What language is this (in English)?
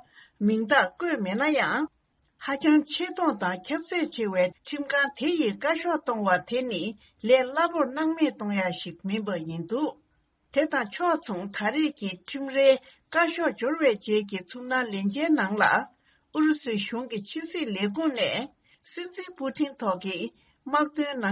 Tibetan